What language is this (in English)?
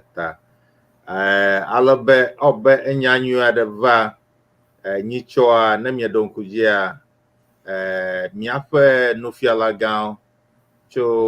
Ewe